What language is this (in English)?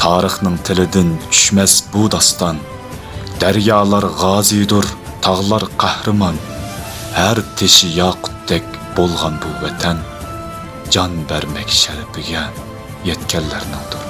Uyghur